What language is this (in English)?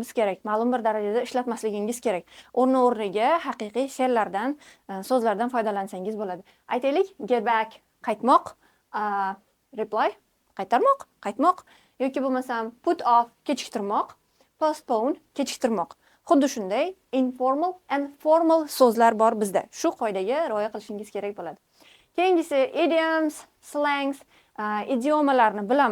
Uzbek